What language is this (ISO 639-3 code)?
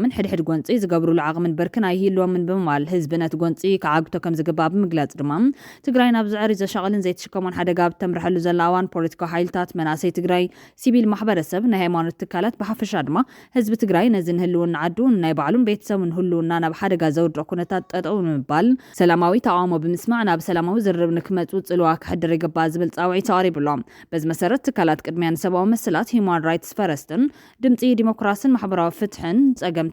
tir